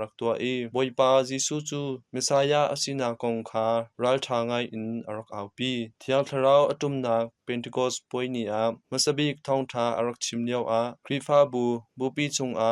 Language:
Hakha Chin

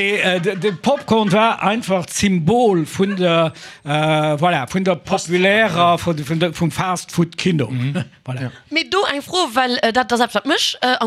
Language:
Luxembourgish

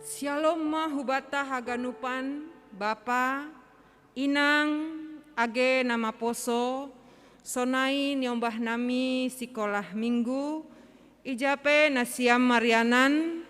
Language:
Batak Simalungun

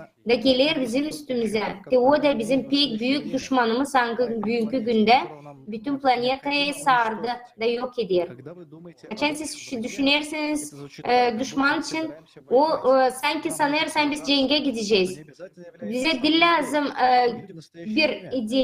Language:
Gagauz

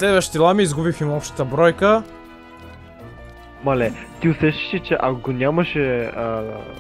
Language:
Bulgarian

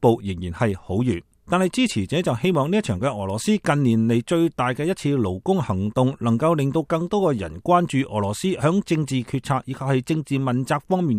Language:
Cantonese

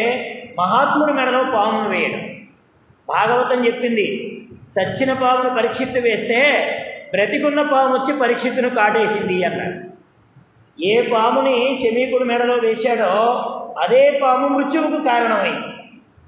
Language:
Telugu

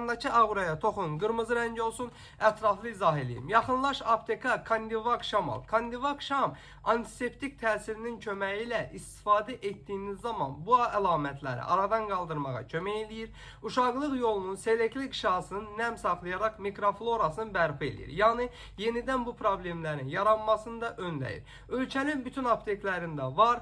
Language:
Azerbaijani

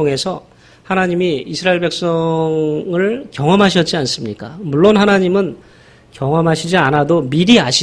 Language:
Korean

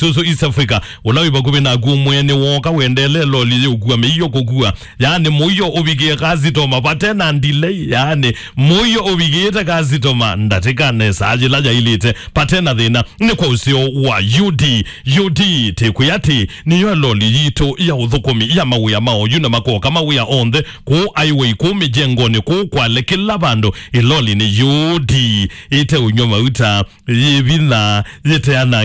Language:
Kamba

